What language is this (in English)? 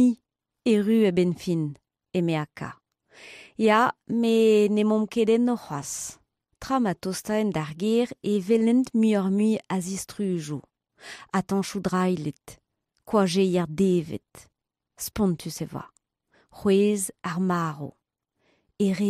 Breton